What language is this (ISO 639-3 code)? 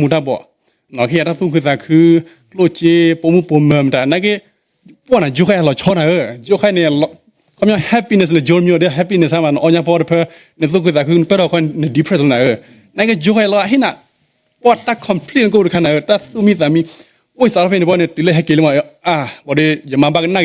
ksw